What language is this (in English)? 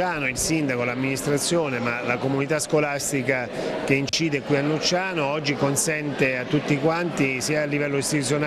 Italian